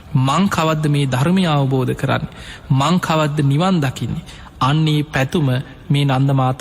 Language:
Sinhala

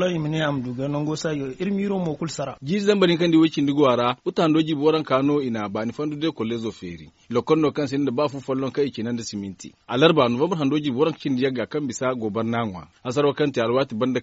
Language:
Zarma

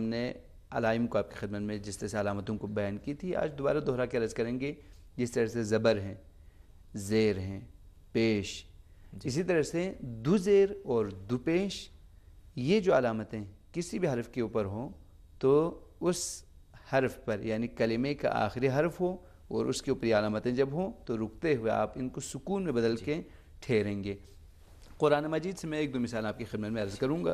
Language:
Urdu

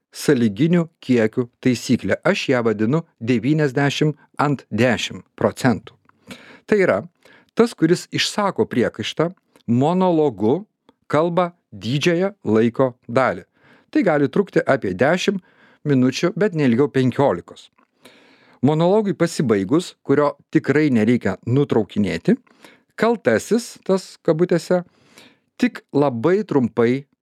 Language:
Lithuanian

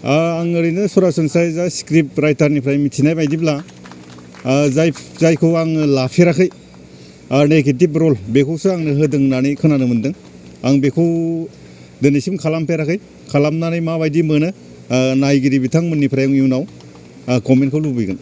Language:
Bodo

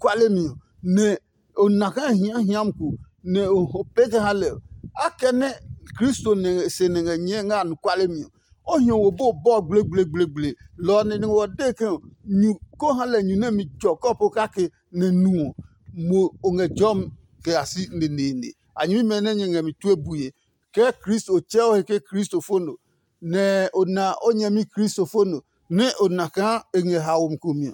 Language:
Adangme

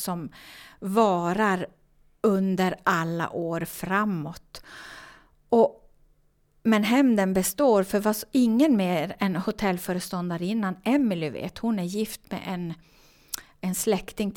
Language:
Swedish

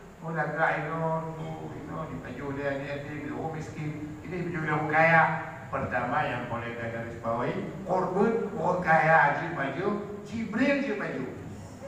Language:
Achinese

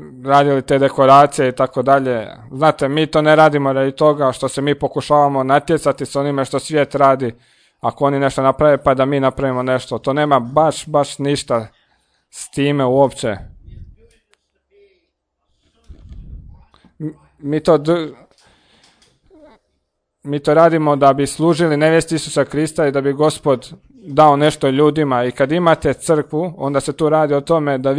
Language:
Croatian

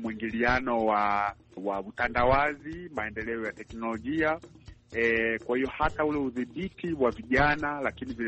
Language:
Swahili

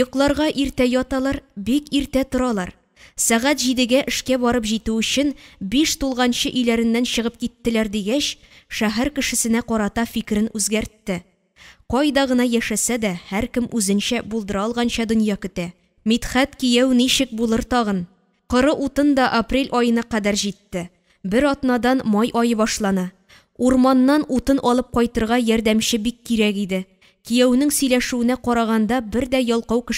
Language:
Tatar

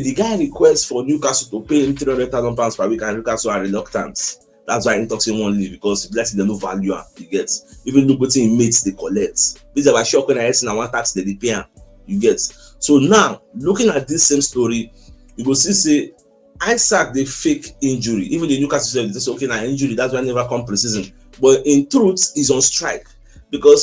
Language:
Nigerian Pidgin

